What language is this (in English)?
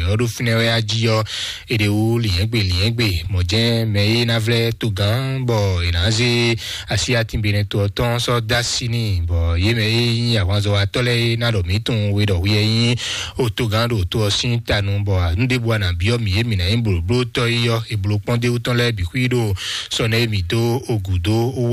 Fon